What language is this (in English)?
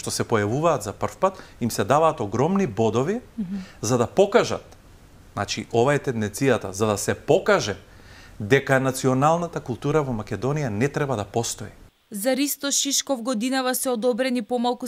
Macedonian